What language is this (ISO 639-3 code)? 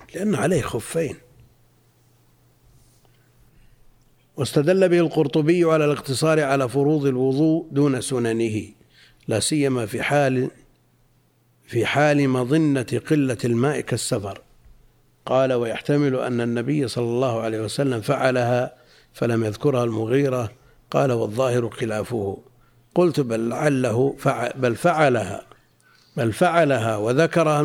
ara